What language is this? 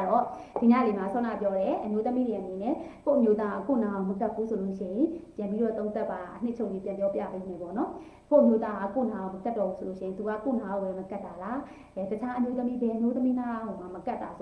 Burmese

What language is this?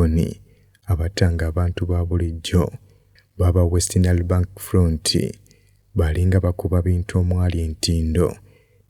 Ganda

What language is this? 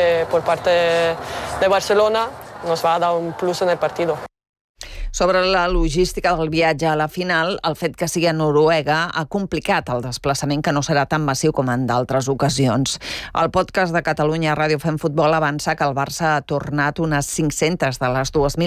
Catalan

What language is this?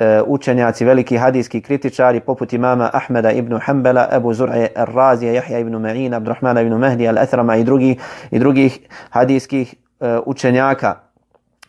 Bosnian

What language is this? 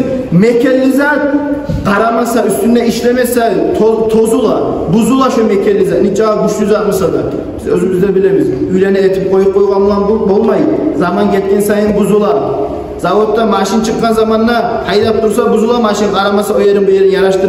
Kumyk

